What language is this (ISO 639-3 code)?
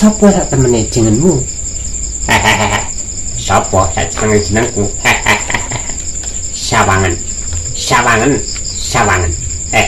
jav